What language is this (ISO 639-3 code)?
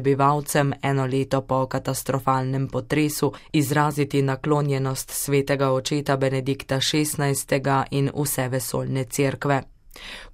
slv